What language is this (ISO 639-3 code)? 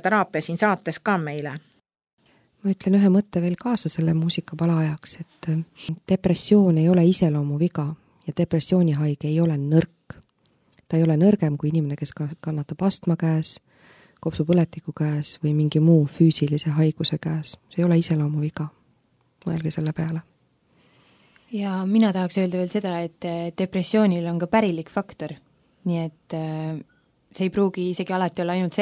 est